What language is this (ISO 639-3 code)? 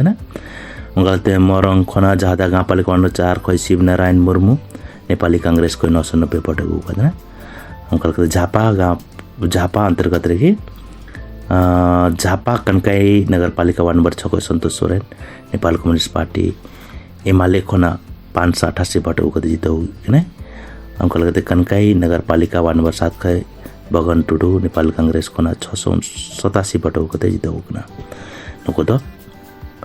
sat